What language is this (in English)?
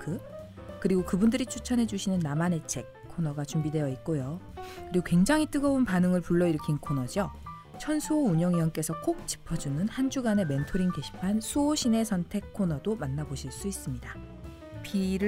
Korean